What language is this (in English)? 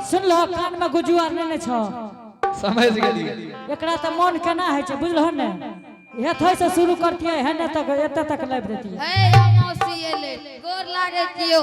Angika